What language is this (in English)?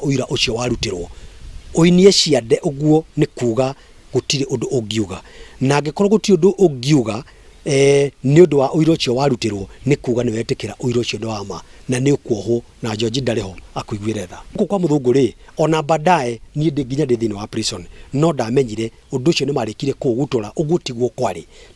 Kikuyu